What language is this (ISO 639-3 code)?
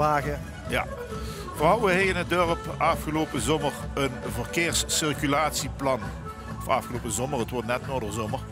lim